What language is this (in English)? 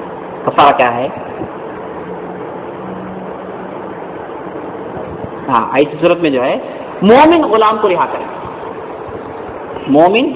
Urdu